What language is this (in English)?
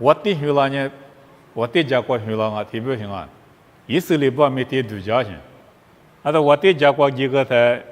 Lisu